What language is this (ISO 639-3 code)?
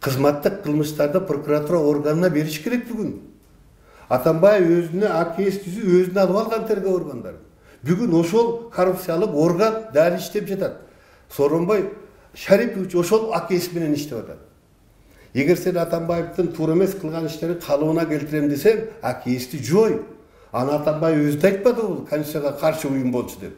kir